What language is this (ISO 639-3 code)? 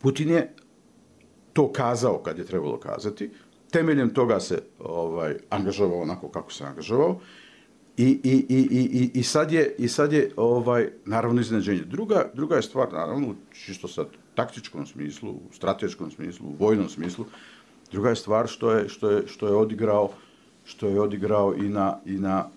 bos